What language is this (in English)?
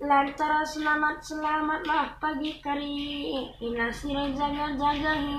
Batak Karo